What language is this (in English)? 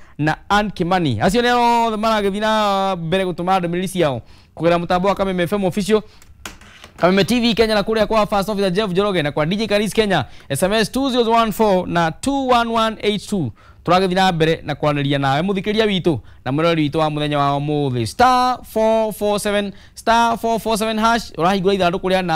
Kikuyu